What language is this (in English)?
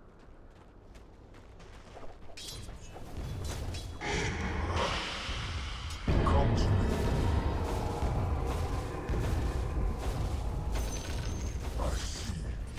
Hungarian